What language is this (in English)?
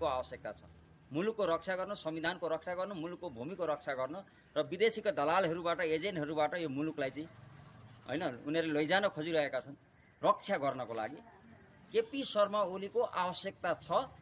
Nepali